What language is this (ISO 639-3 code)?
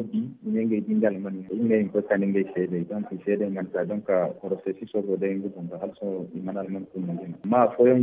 dje